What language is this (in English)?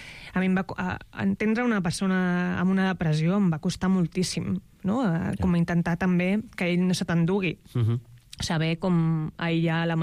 Catalan